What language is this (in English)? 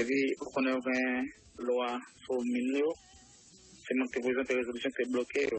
Haitian Creole